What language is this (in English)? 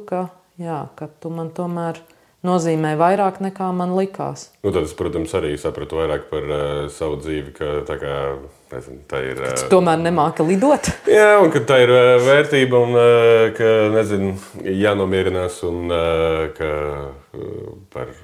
Latvian